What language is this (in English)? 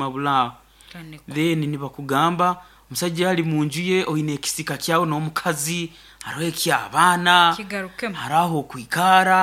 Nyoro